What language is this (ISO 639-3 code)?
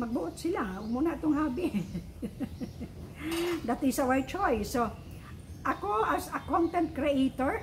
ceb